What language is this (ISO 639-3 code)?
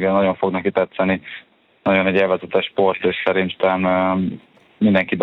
hun